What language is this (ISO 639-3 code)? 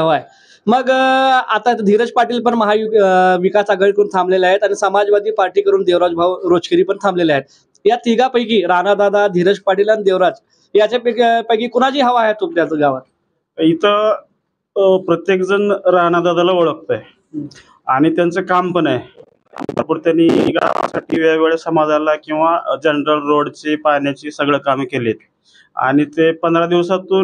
mar